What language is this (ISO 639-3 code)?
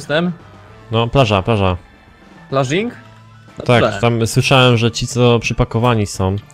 pol